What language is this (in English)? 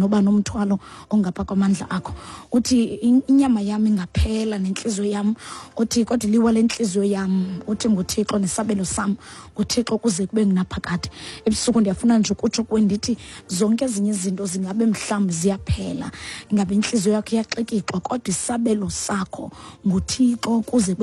Xhosa